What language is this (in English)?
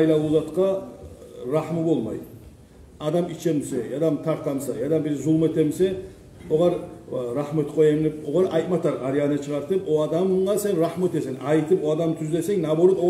Kumyk